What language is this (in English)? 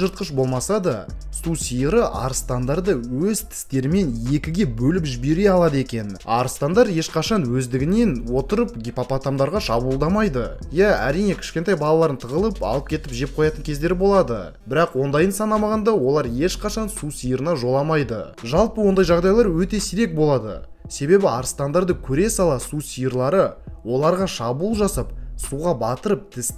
Kazakh